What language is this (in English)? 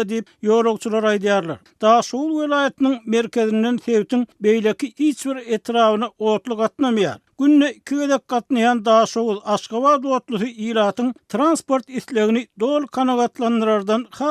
Turkmen